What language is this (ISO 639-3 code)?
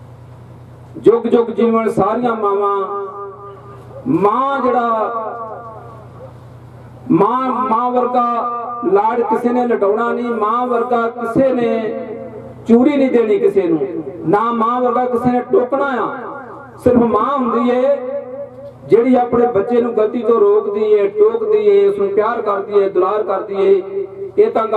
pan